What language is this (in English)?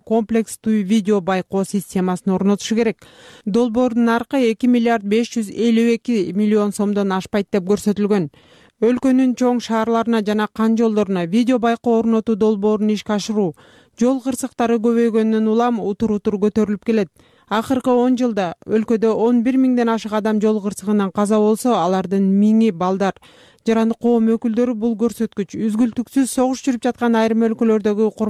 Kyrgyz